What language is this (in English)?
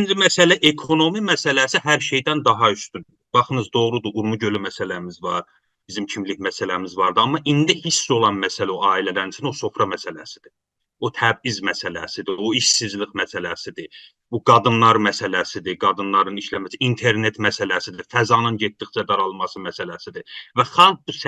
South Azerbaijani